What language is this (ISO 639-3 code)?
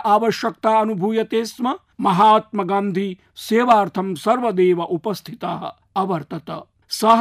san